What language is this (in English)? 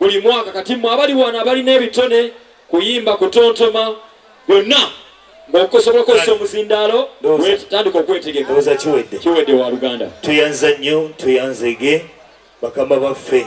Ganda